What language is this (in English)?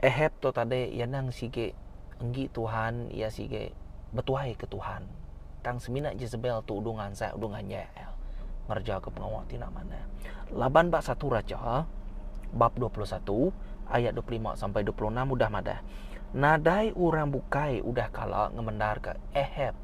Iban